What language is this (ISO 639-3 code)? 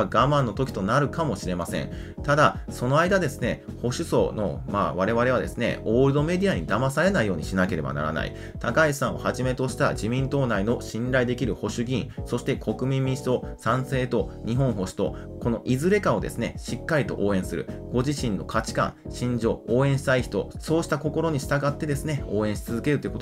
jpn